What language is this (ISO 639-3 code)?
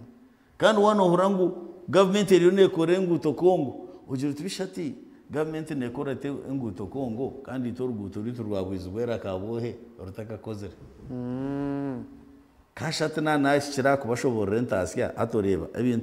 nyn